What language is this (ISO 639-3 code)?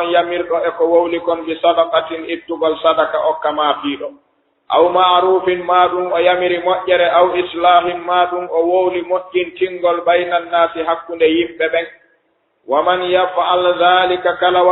ful